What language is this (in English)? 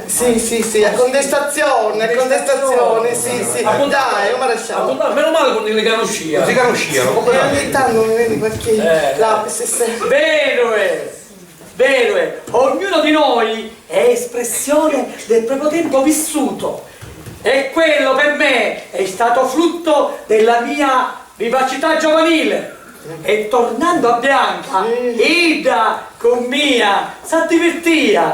Sicilian